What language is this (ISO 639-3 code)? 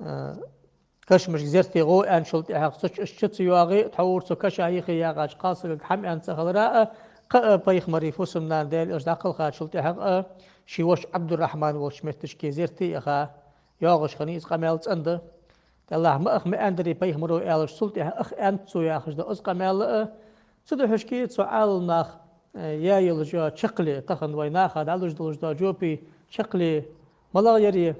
inh